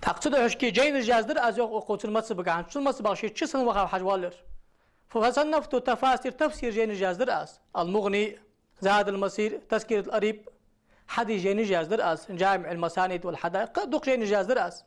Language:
Ingush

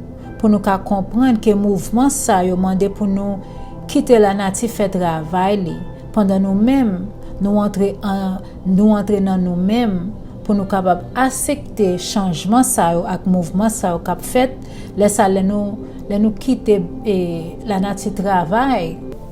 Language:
Haitian Creole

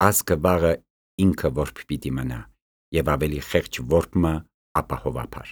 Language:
Armenian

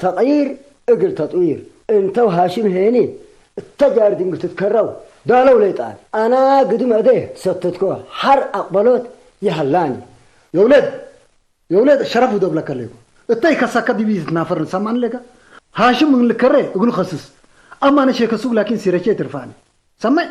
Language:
Tigre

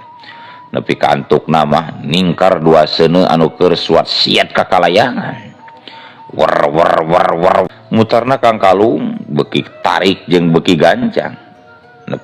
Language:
Sundanese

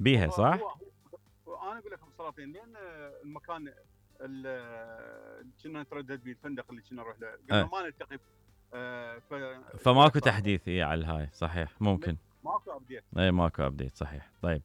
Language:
Mesopotamian Arabic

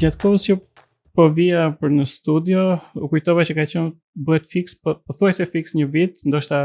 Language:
Albanian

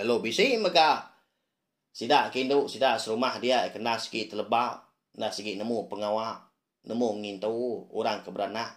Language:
Iban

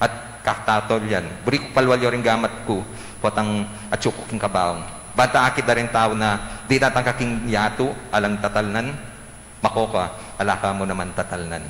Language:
Pampanga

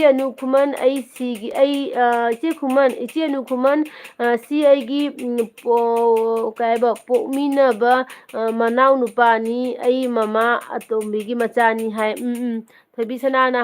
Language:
Manipuri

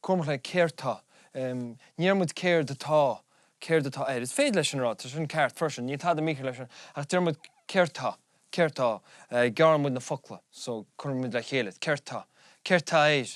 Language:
Irish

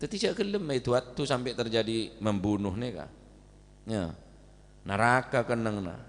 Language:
Madurese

